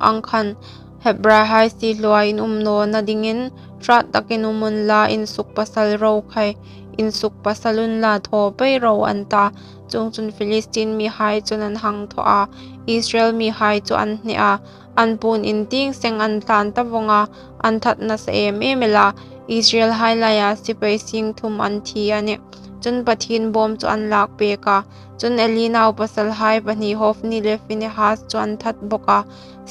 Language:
Hmar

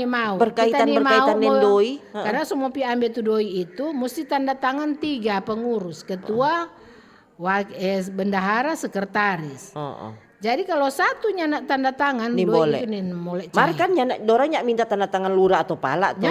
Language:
Manado Malay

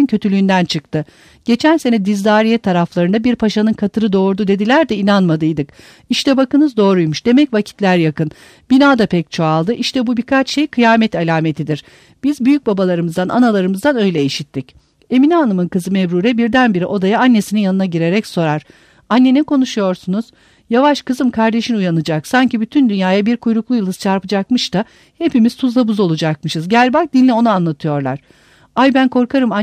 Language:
Turkish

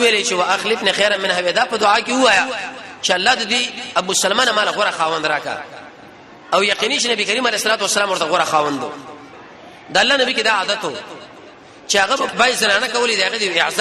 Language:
Pashto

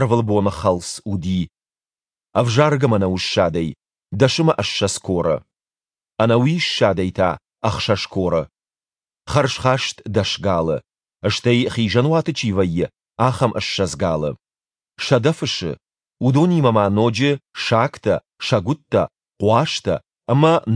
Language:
Ossetic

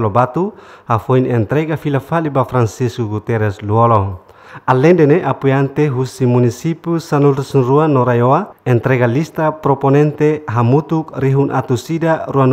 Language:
Tetum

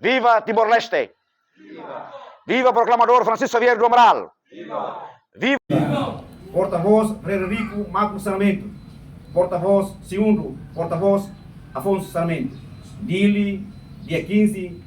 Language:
Tetum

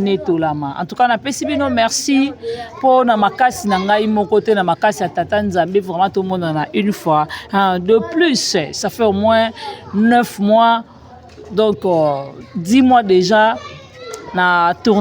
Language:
Lingala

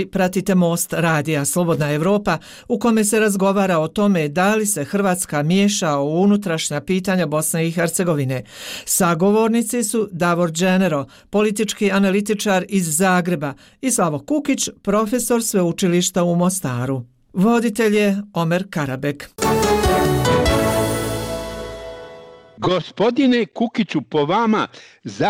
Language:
Bosnian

